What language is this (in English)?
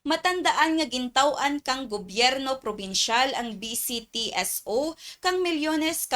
Kinaray-a